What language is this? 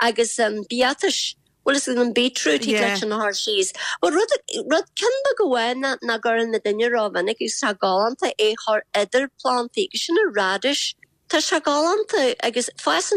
Irish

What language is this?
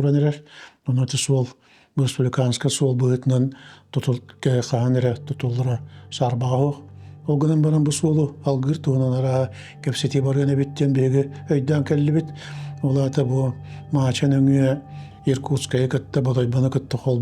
Yakut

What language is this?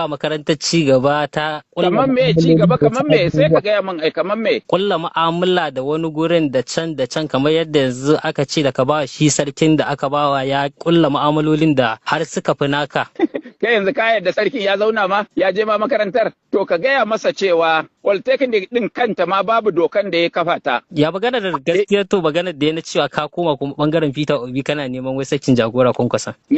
Hausa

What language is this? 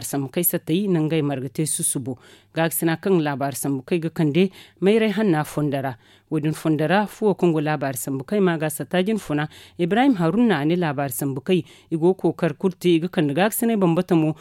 Zarma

